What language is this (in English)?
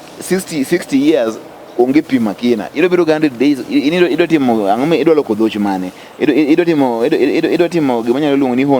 Luo (Kenya and Tanzania)